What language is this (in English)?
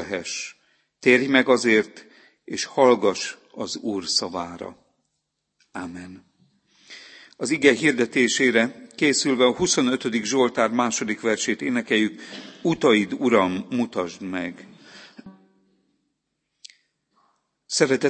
Hungarian